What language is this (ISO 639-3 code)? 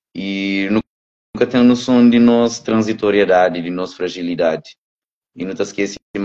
kea